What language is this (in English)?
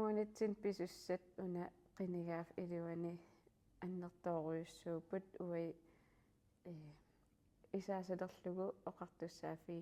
Kalaallisut